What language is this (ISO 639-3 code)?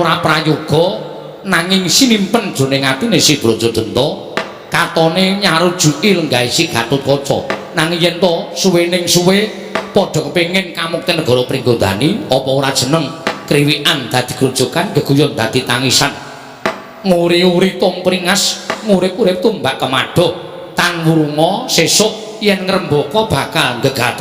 jav